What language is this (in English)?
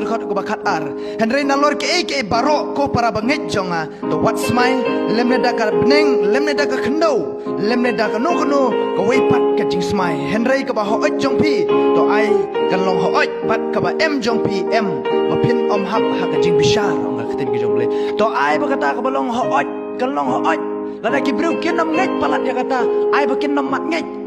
Khasi